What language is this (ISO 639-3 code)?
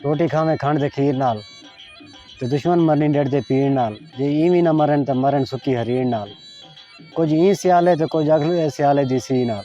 skr